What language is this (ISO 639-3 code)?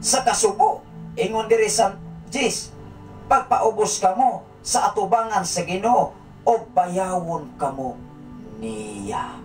ceb